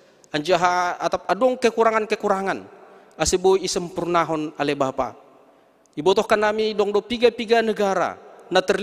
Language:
Batak Simalungun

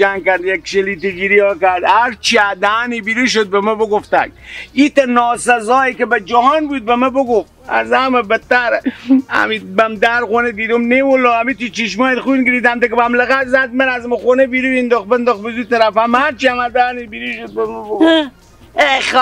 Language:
Persian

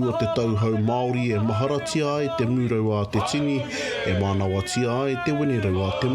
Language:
Māori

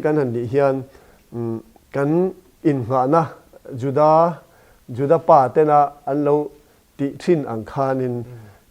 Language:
Mizo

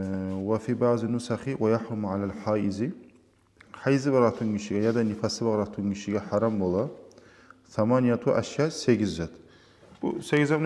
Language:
Kumyk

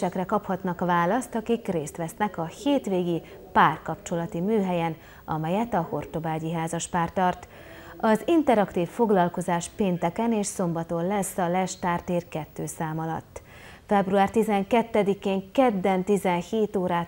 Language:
Hungarian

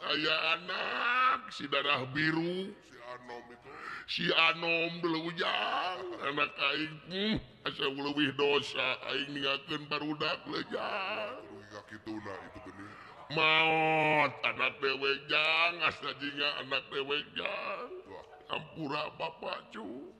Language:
Sundanese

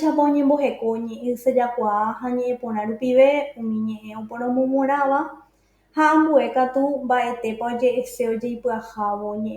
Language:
Guarani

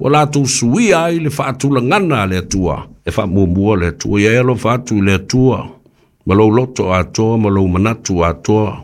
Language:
Samoan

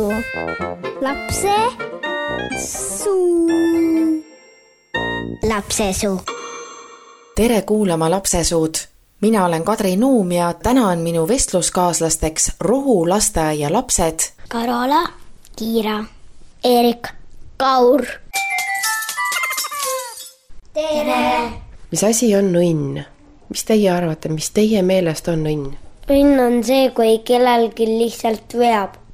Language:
Estonian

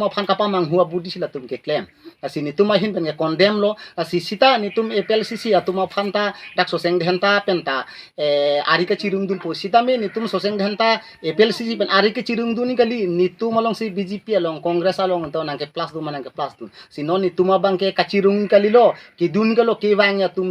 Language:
Karbi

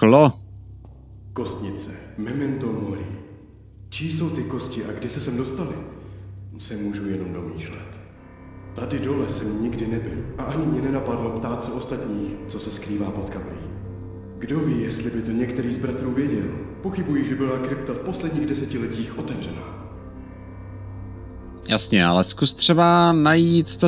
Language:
Czech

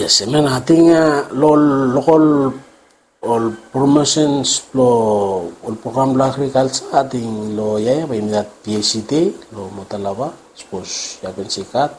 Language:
Bislama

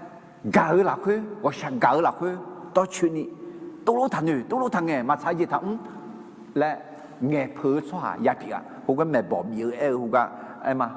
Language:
Akha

